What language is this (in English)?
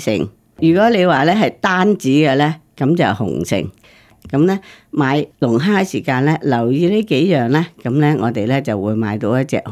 Cantonese